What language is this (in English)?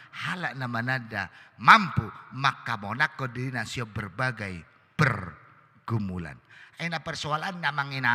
Batak Toba